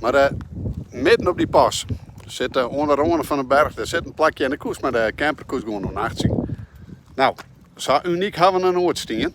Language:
Western Frisian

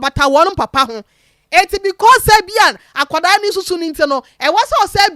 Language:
Akan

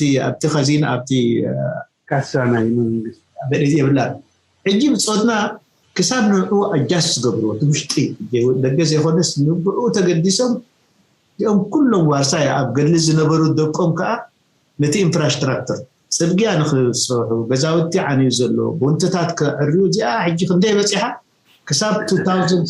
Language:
Tigrinya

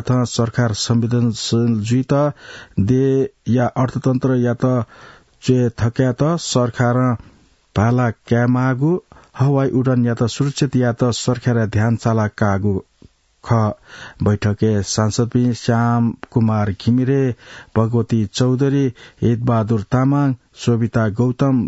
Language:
Newari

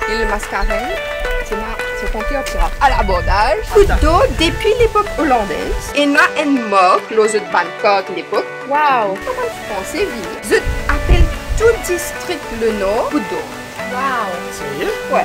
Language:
Morisyen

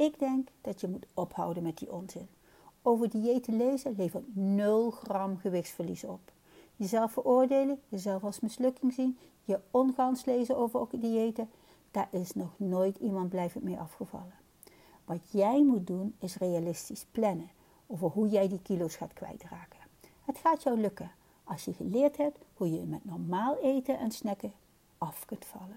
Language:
Dutch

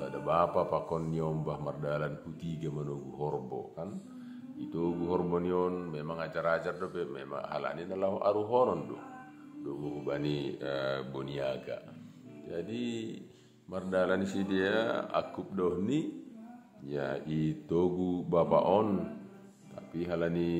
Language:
Batak Simalungun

